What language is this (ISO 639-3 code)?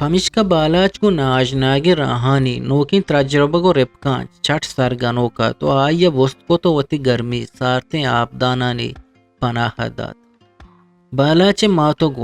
bgp